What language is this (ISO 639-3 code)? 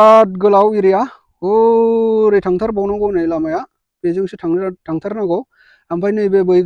brx